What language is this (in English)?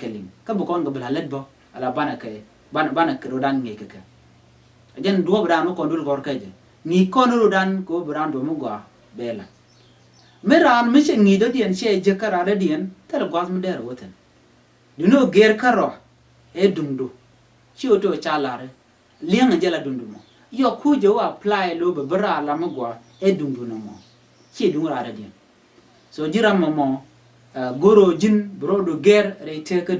Nuer